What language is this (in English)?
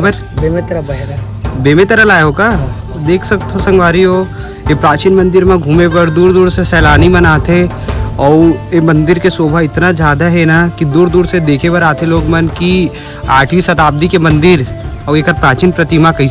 Chhattisgarhi